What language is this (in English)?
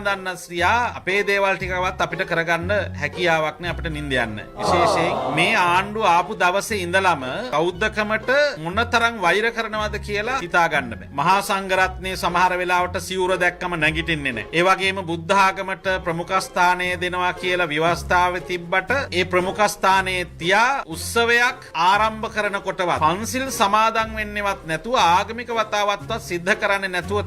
Sinhala